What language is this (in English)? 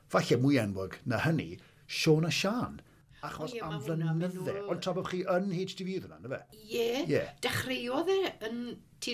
Welsh